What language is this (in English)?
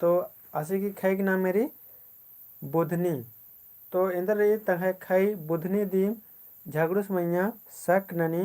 Kurukh